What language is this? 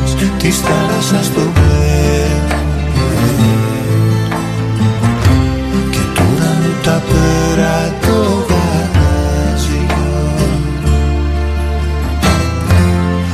Greek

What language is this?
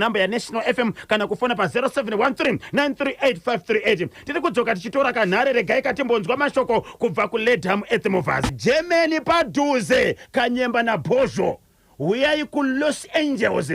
Shona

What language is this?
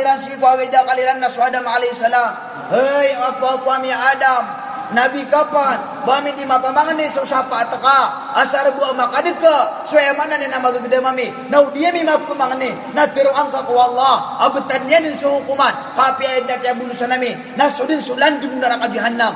Maranao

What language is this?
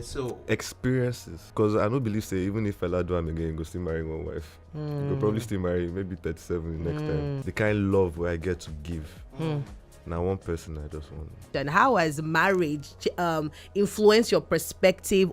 Nigerian Pidgin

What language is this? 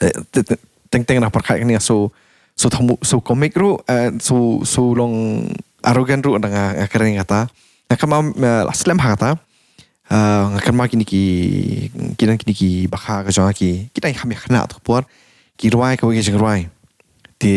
Khasi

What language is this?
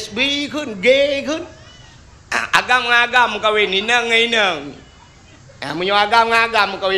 Achinese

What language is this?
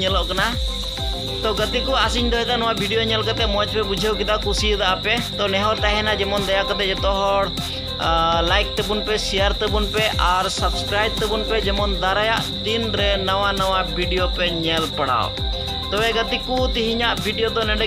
Santali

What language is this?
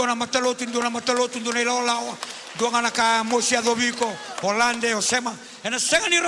Fijian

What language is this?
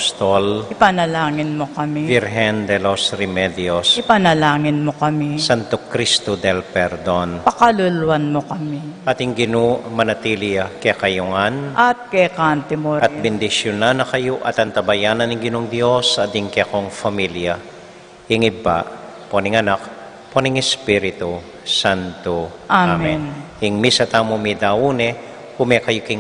Pampanga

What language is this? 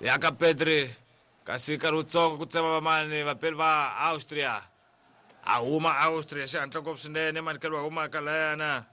Tsonga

